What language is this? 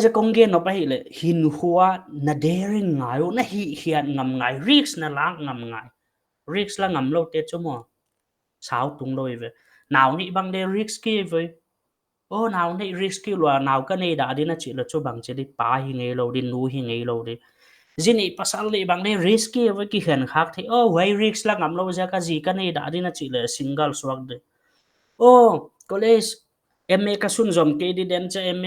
Paite Chin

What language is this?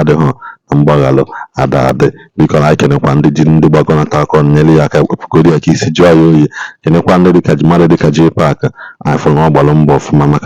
Igbo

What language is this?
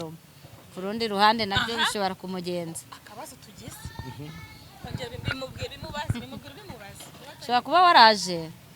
Kinyarwanda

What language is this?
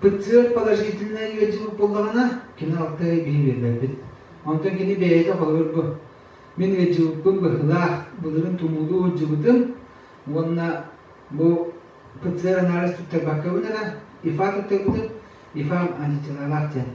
Yakut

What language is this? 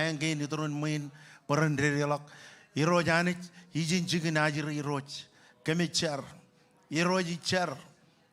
Marshallese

